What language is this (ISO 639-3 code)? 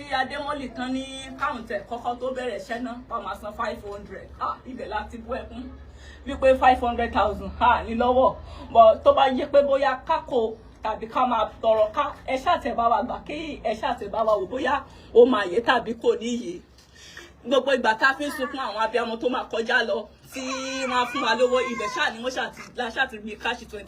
yor